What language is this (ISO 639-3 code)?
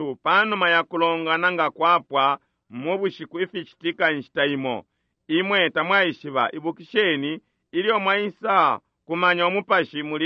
bem